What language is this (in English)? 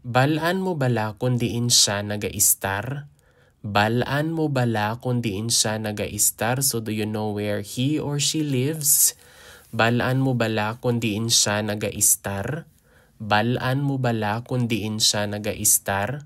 Hiligaynon